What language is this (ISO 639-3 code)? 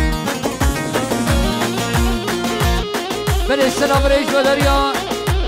fas